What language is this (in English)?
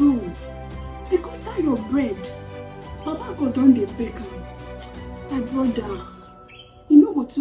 Nigerian Pidgin